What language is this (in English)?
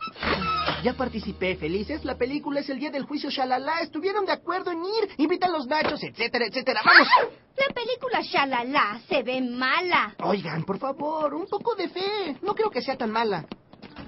Spanish